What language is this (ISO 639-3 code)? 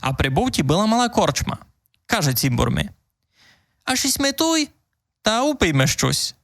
rue